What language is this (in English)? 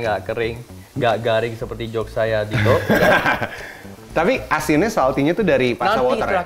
Indonesian